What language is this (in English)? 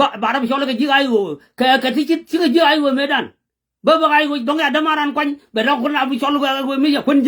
Nuer